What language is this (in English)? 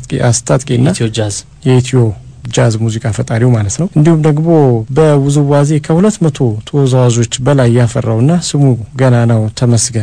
Amharic